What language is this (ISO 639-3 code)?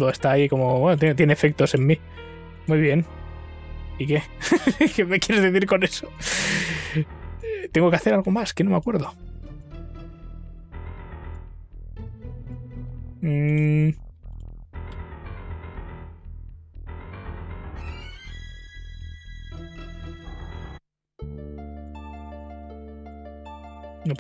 spa